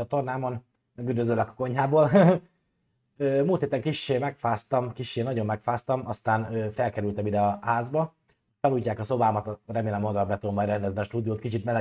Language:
Hungarian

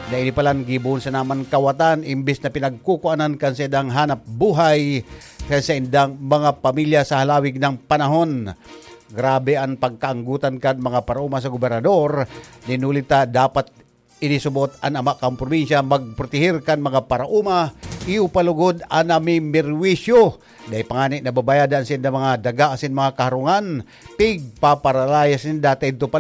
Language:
Bikol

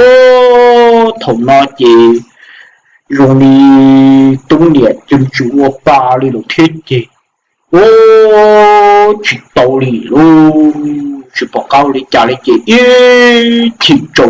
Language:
Hmong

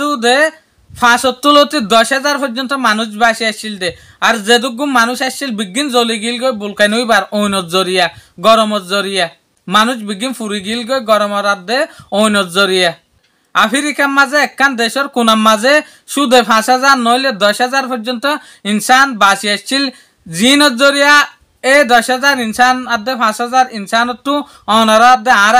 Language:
Rohingya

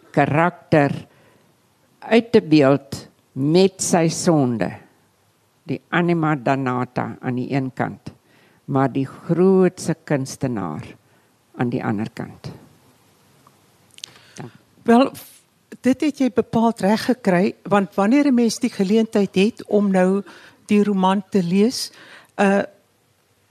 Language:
Afrikaans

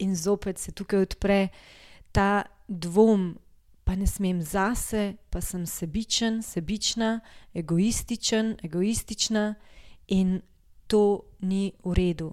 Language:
Slovenian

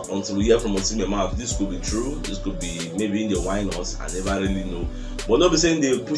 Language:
Nigerian Pidgin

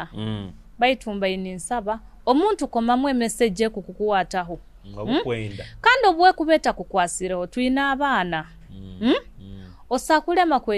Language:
Nyoro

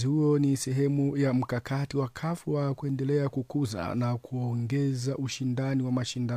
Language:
Swahili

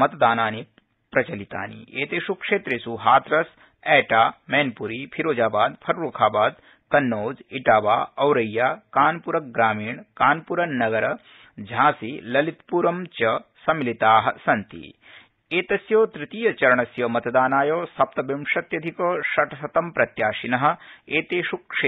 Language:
Sanskrit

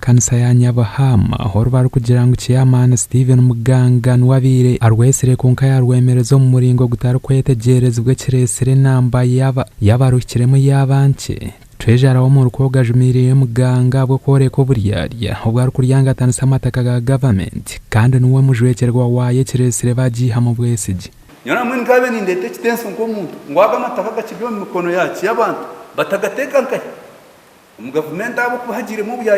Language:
Nyankole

